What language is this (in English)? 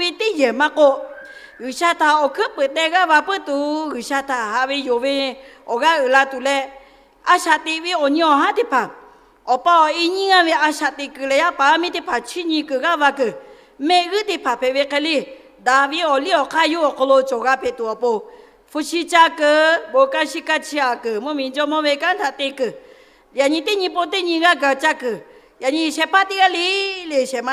Lahu